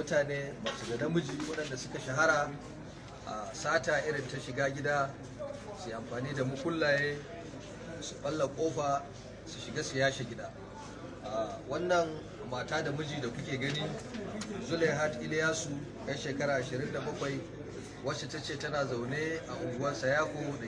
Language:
Hausa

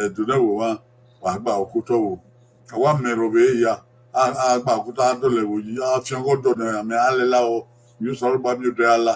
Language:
Bini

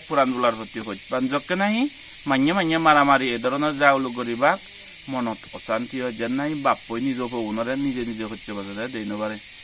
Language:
Chakma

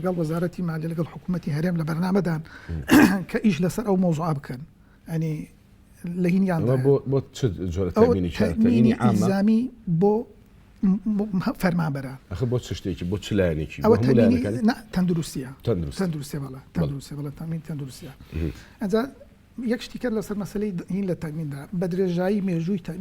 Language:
Central Kurdish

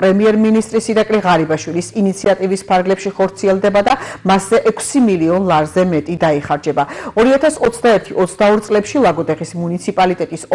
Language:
Georgian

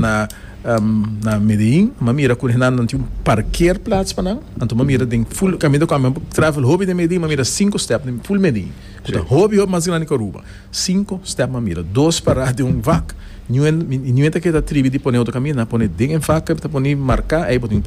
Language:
Papiamento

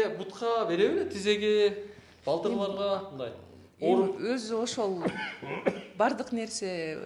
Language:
Kyrgyz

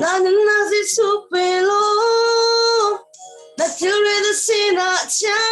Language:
Hakha Chin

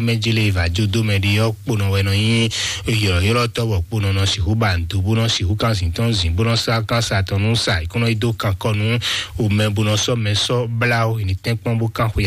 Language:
Fon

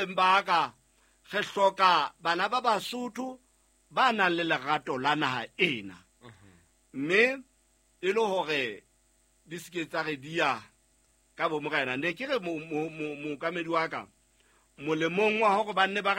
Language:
Southern Sotho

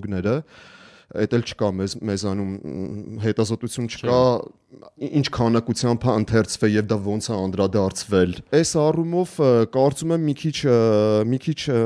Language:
Armenian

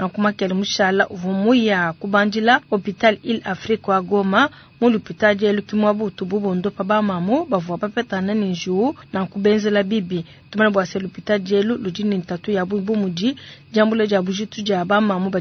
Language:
Luba-Lulua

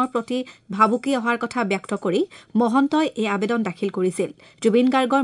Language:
Assamese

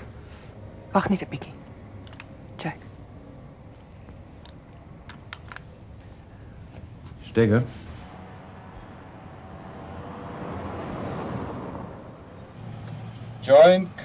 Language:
Afrikaans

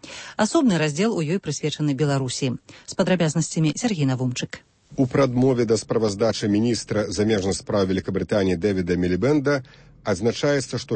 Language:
Belarusian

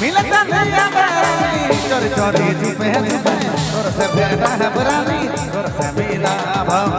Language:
Sadri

